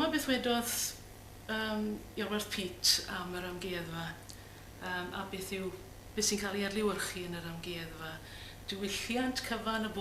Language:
Welsh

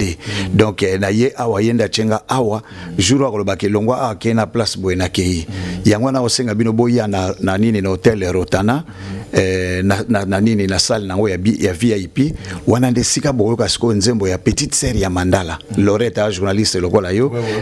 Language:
Lingala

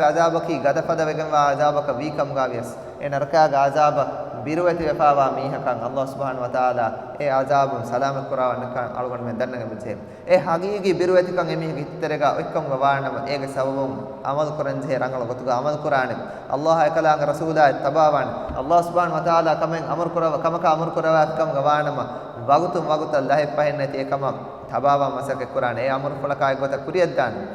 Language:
Divehi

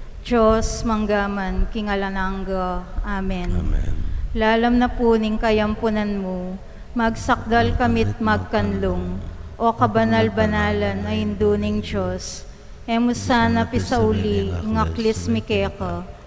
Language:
Pampanga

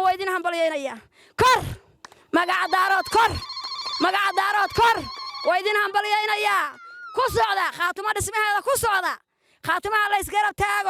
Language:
Somali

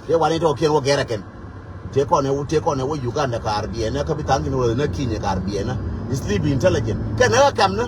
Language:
Nuer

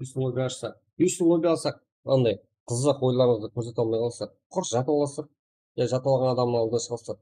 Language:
Kara-Kalpak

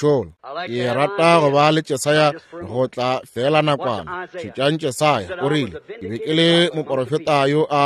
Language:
Northern Sotho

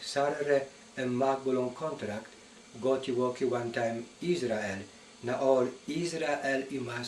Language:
Tok Pisin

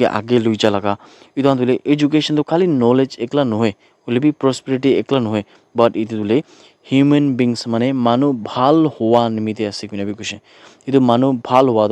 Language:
Naga Pidgin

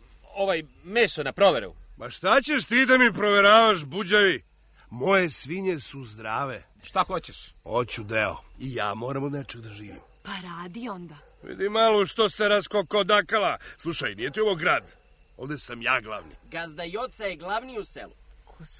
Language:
Serbian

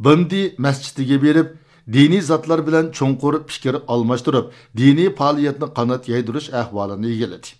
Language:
Uyghur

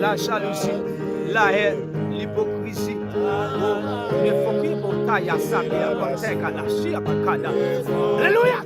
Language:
Haitian Creole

